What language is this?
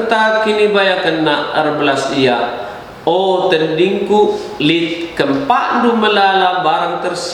Batak Karo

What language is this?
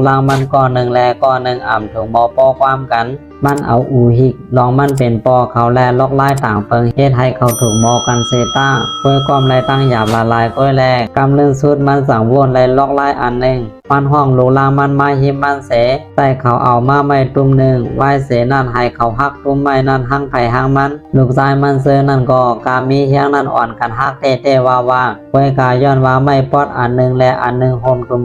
Shan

